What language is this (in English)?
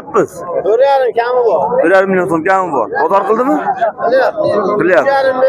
Uzbek